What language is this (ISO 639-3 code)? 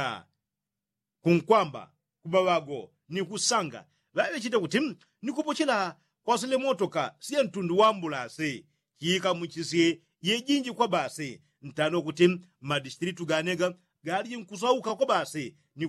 yao